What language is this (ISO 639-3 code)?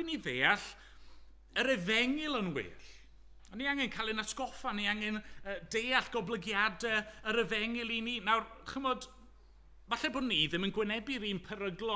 cym